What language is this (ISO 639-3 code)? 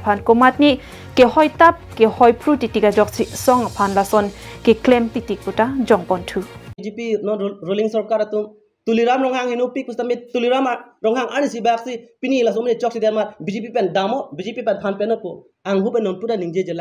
mjw